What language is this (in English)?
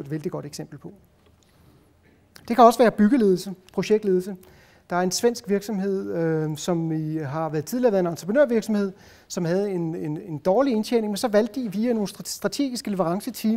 Danish